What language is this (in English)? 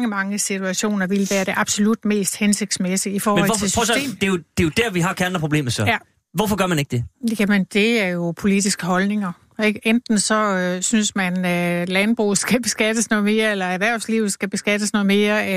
Danish